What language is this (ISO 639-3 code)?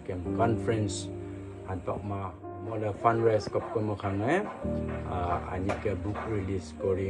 nnp